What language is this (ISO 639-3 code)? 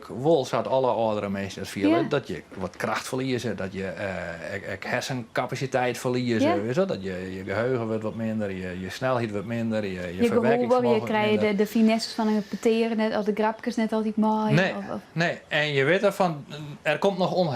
fry